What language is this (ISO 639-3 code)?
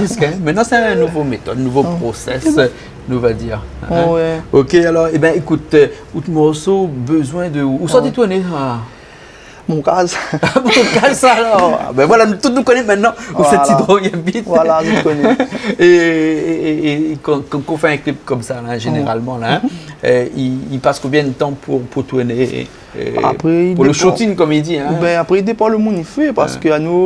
rcf